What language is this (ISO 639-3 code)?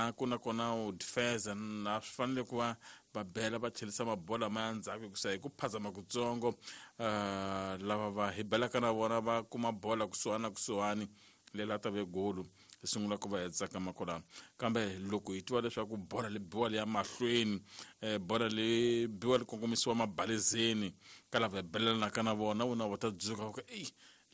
tso